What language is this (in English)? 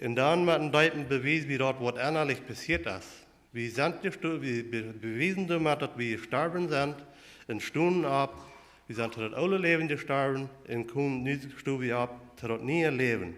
Plautdietsch